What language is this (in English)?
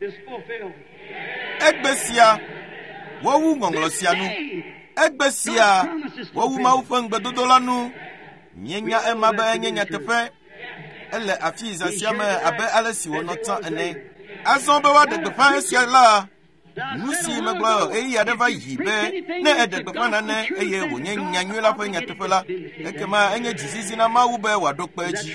Ewe